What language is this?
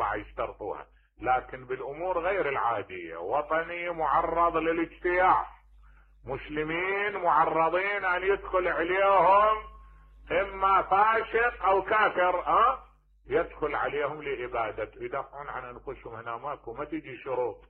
Mesopotamian Arabic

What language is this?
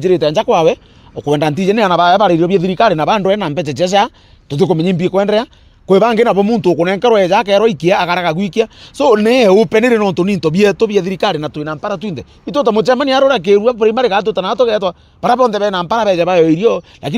Meru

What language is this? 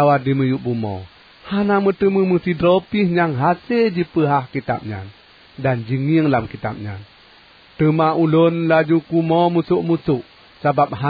Achinese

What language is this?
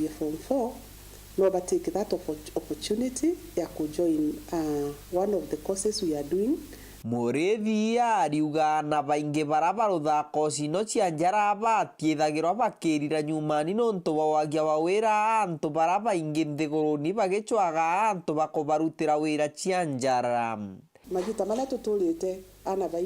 Meru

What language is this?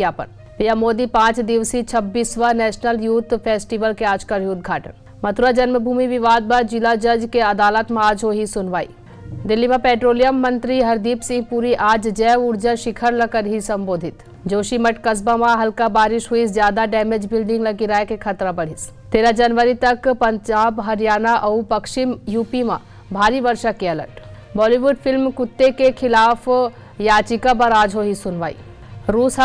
Chhattisgarhi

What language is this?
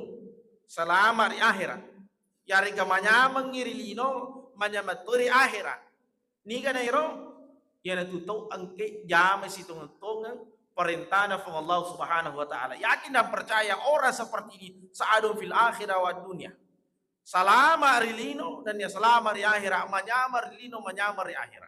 Buginese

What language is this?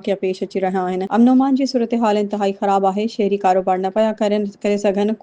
Sindhi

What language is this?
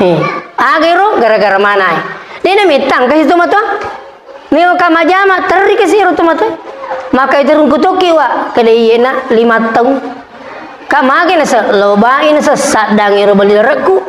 Buginese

